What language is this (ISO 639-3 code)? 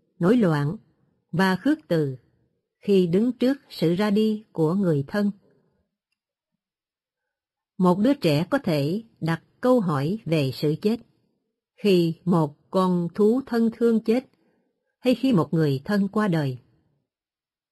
vie